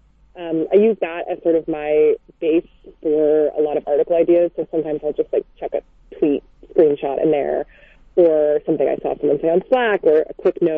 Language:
English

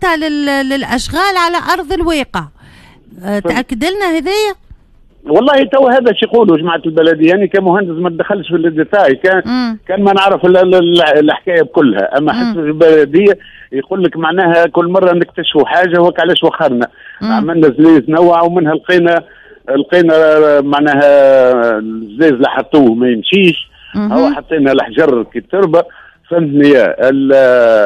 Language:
Tunisian Arabic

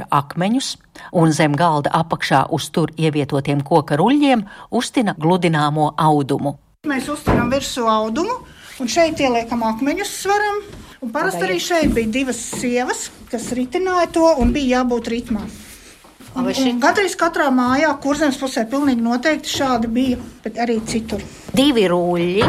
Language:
Latvian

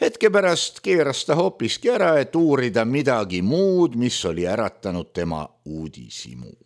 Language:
Estonian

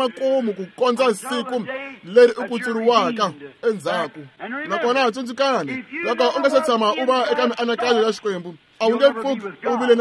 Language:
Tsonga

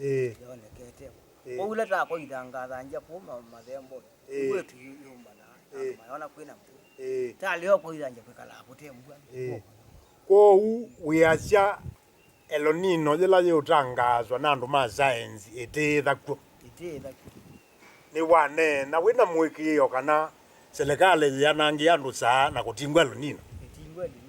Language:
Kamba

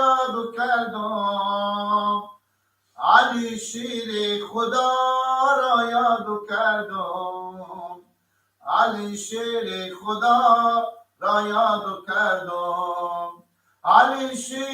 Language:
Persian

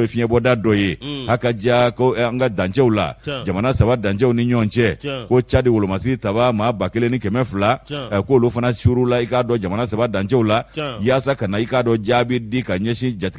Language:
Bambara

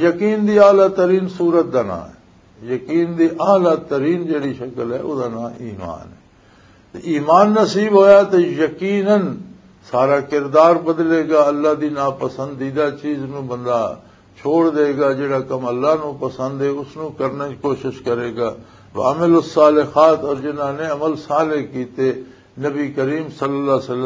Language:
Western Panjabi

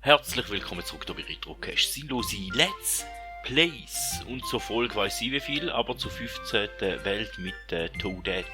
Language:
Swiss German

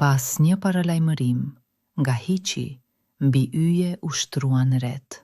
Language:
Albanian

